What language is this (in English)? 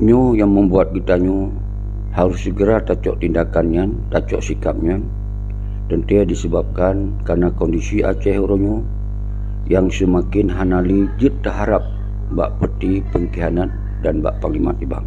Achinese